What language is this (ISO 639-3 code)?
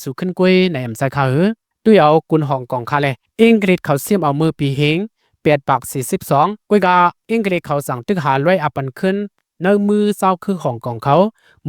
shn